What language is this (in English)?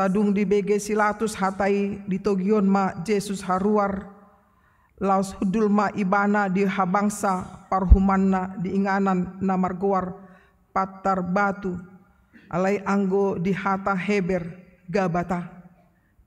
Batak Toba